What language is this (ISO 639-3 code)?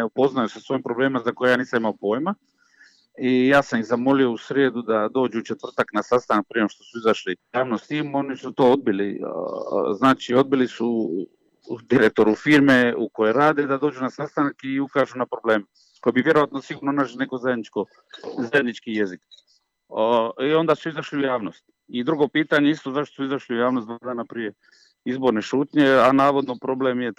hrv